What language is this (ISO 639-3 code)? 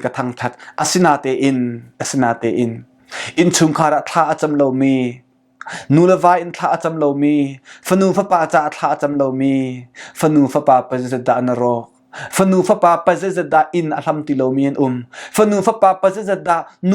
cnh